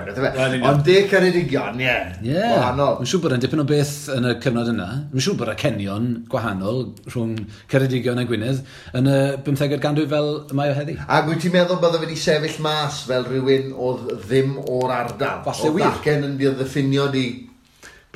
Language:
Welsh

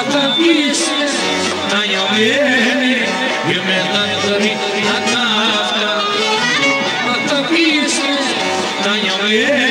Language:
Greek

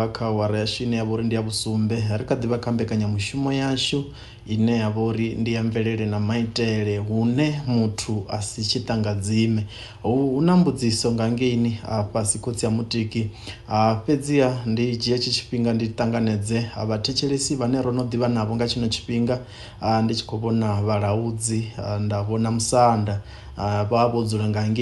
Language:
Venda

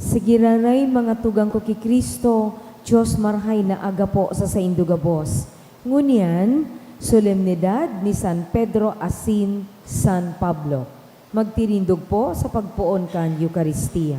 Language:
Bikol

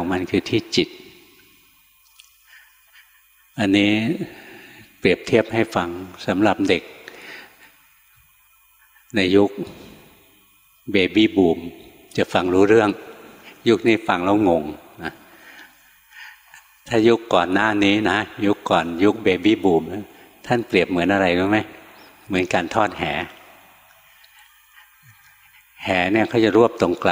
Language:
Thai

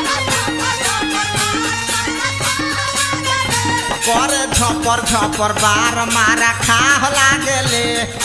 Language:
Bhojpuri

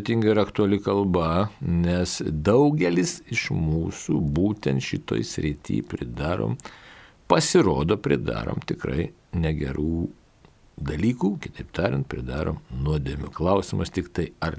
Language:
Lithuanian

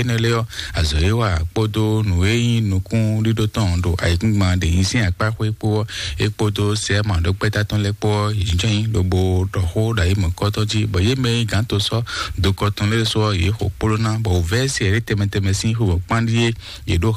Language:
Fon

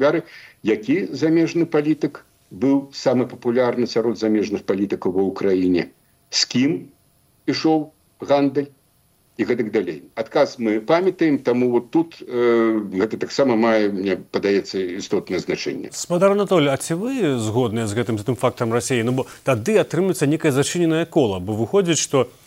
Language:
Belarusian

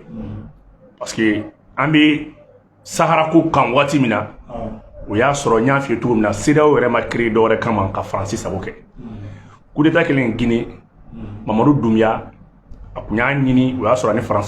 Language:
Bambara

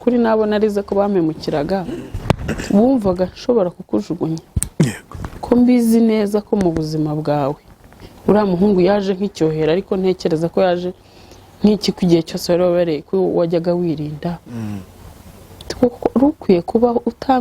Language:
Kinyarwanda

